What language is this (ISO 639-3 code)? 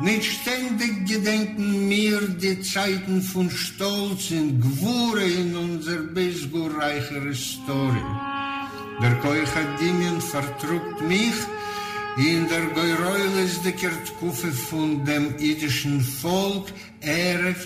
yid